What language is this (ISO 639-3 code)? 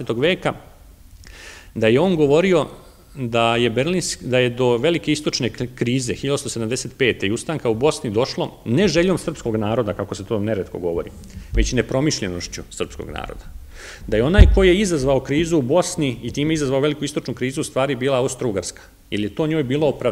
srp